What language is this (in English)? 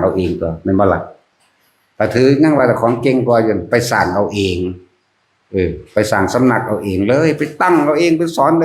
Northeastern Thai